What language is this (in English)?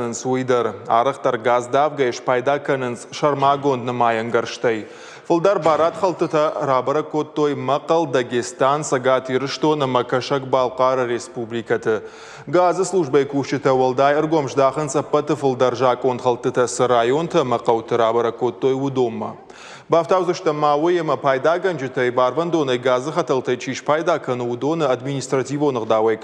Ossetic